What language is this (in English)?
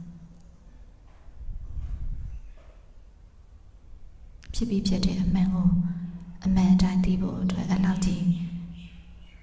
Burmese